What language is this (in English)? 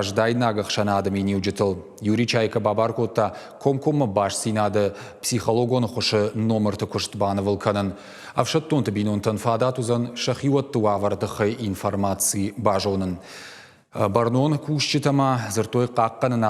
Ossetic